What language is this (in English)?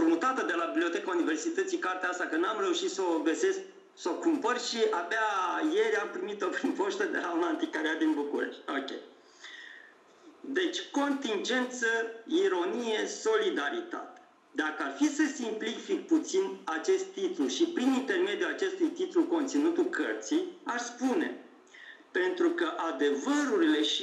Romanian